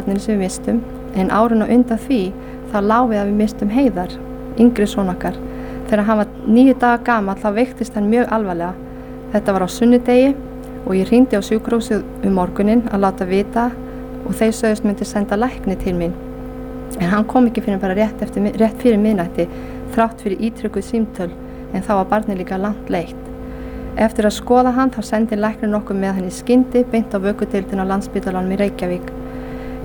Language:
Icelandic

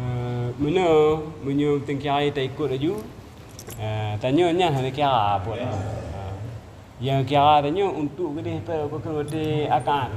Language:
Achinese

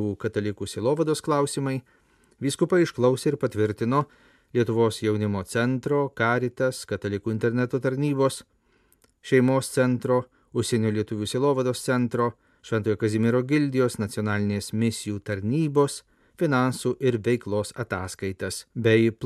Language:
Lithuanian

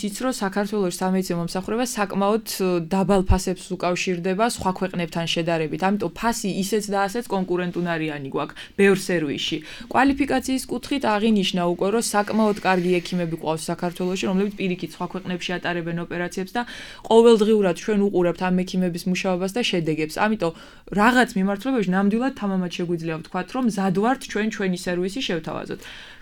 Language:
Georgian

